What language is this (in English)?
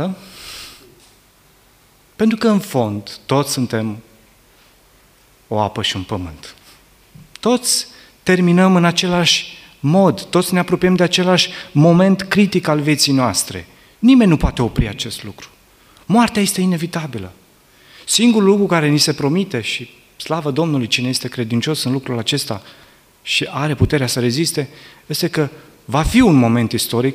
Romanian